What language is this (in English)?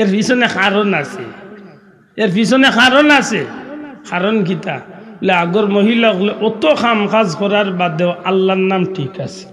Sylheti